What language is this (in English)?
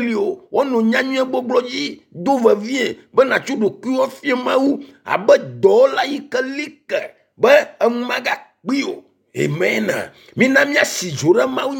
Ewe